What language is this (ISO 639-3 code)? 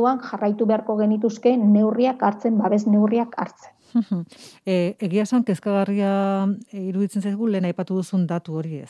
eus